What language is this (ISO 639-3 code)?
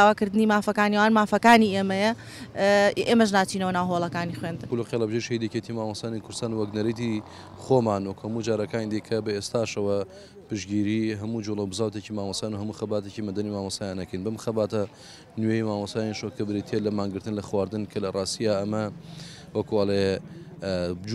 ckb